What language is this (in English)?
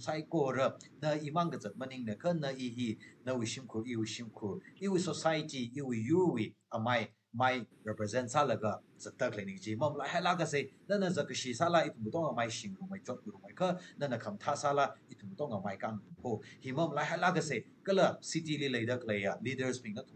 Tangkhul Naga (India)